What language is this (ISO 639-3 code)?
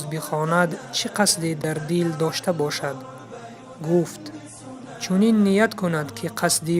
tgk